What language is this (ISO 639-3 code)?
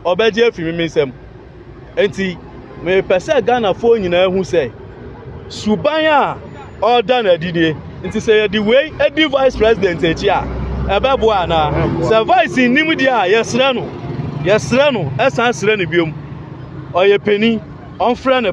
aka